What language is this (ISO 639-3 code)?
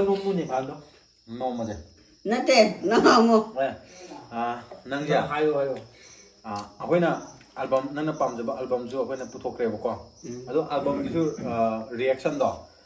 mni